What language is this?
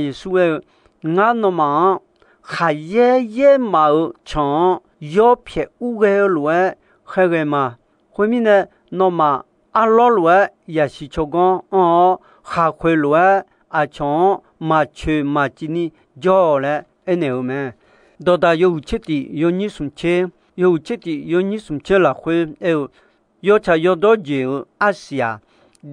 Akha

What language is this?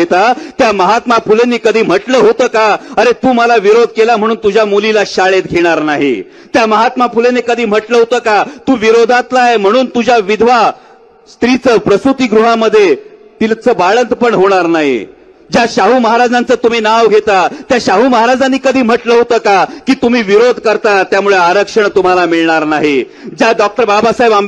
Marathi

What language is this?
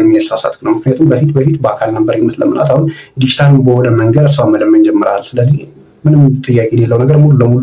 Amharic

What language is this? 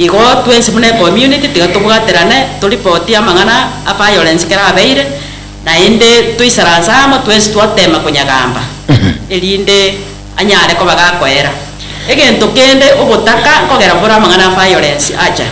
Gusii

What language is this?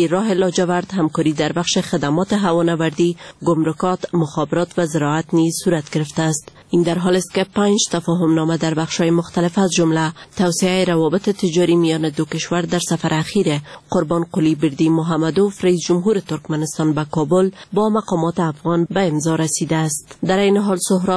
Persian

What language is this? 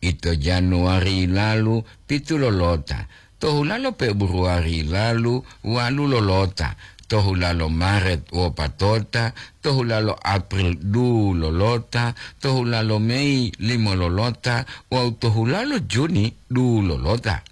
Gorontalo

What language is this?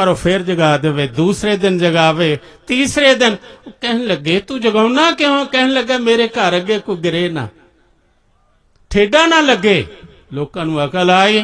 Punjabi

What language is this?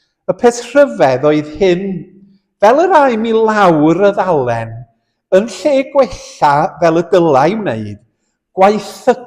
Welsh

